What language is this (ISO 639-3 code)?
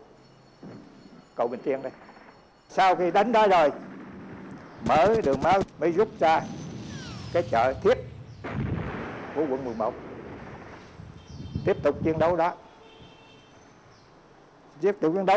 vie